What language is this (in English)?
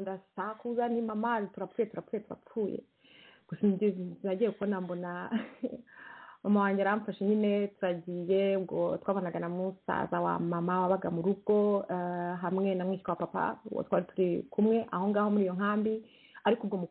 Kinyarwanda